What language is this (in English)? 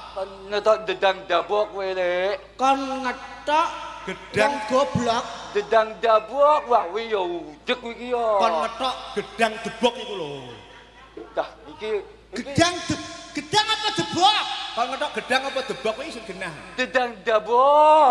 Javanese